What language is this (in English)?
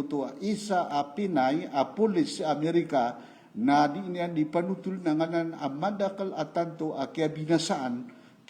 Maranao